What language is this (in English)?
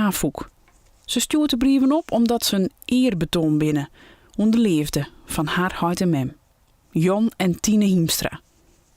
Western Frisian